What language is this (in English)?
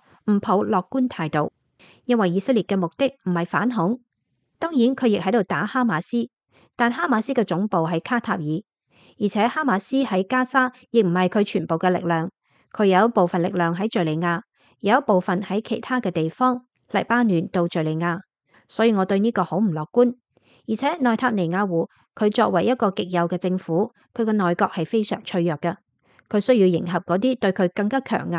Cantonese